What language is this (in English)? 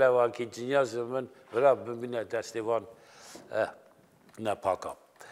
Kurdish